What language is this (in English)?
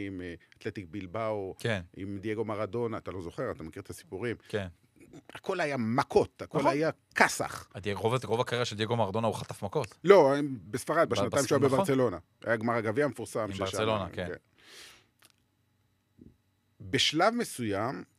Hebrew